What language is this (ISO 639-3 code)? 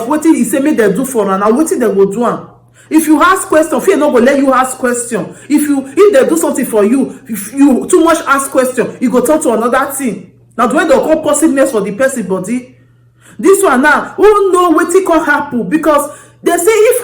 pcm